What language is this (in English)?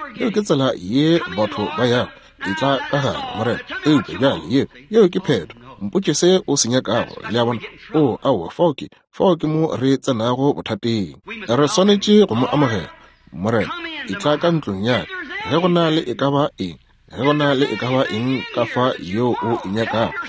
Northern Sotho